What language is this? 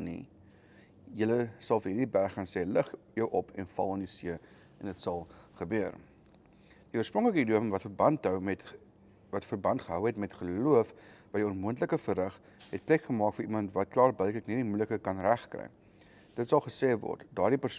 Afrikaans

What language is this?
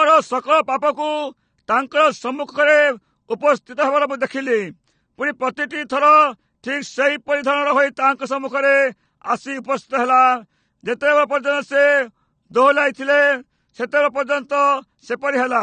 Odia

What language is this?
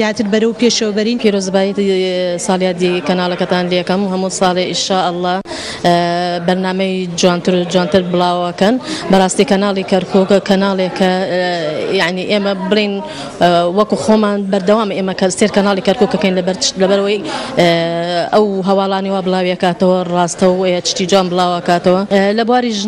Central Kurdish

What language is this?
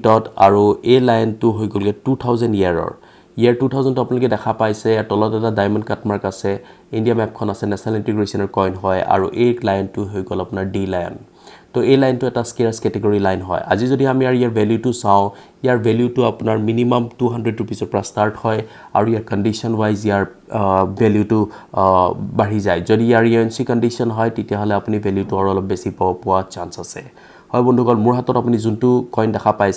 Assamese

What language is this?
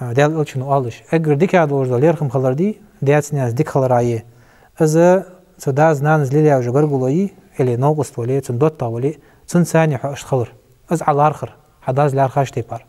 Ingush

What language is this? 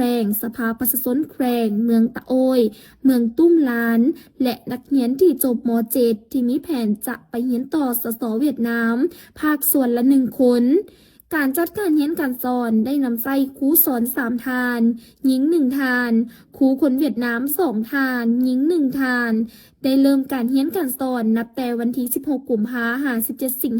Lao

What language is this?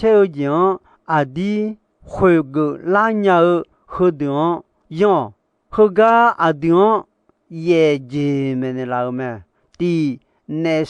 Akha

